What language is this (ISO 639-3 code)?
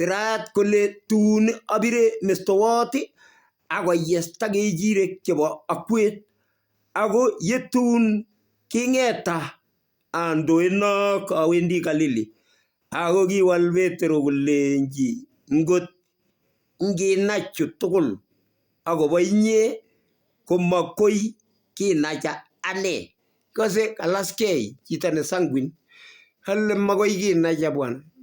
kln